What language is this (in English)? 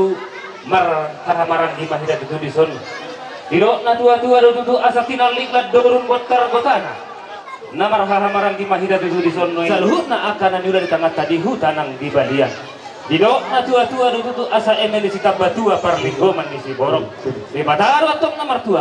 Batak Toba